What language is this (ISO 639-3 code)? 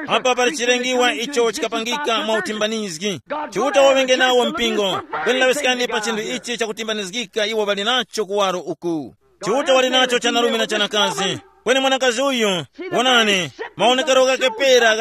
tum